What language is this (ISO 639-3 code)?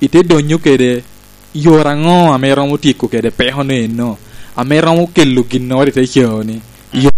laj